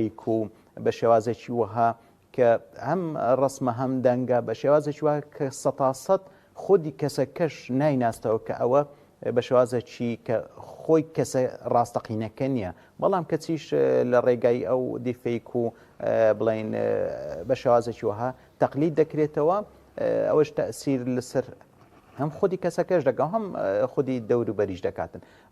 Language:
Central Kurdish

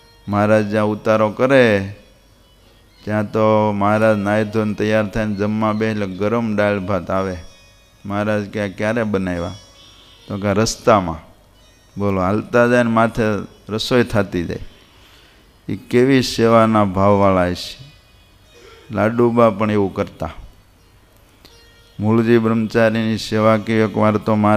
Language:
Gujarati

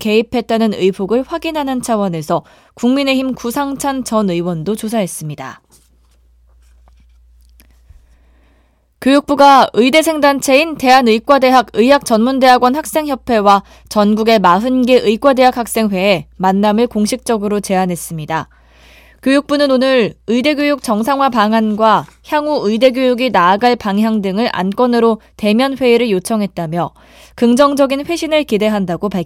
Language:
Korean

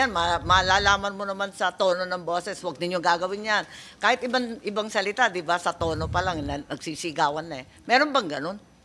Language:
Filipino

